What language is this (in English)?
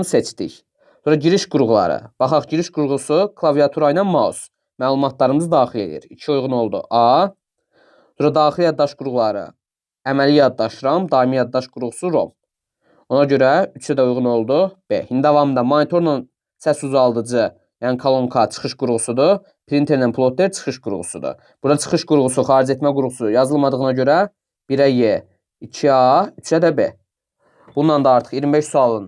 Azerbaijani